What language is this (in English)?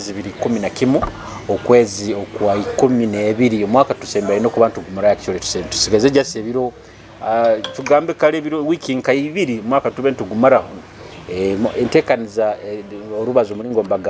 Nyoro